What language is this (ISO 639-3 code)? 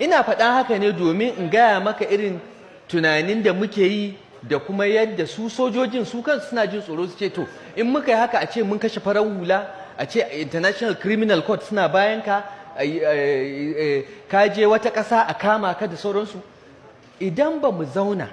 hau